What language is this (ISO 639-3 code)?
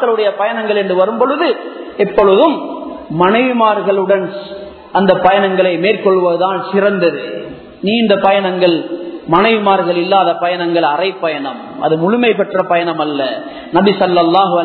tam